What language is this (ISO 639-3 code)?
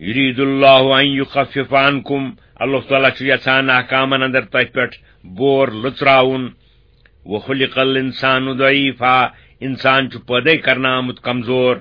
kas